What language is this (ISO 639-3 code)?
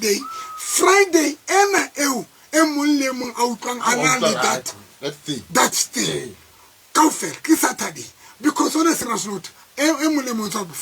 tsn